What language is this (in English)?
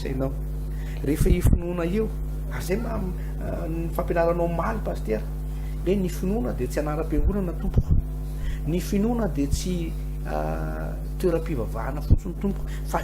Malagasy